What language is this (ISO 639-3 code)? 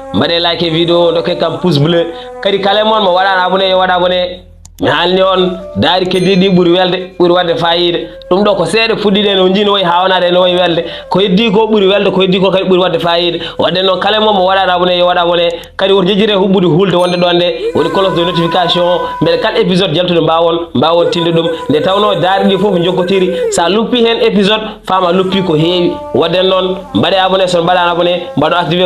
ful